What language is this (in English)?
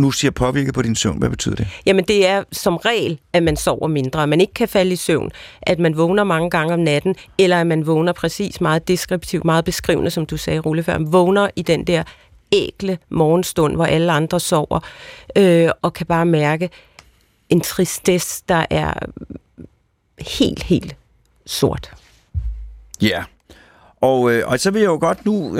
Danish